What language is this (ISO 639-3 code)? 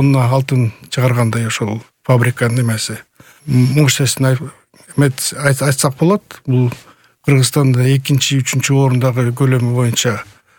kir